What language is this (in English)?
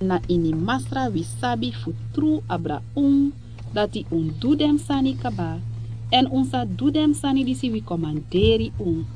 Sranan Tongo